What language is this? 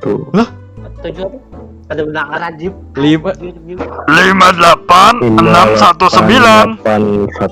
Banjar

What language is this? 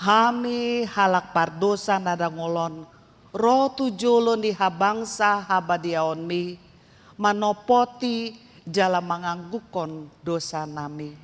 Batak Toba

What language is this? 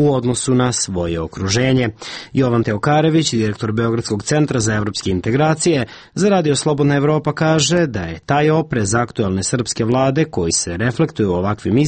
Serbian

